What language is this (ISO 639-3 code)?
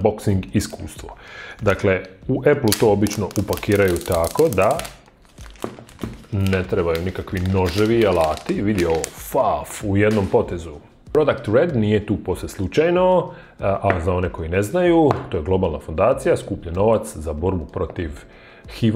hrv